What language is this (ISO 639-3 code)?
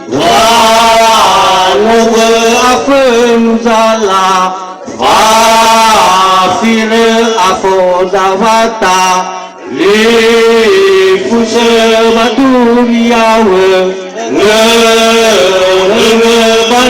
nia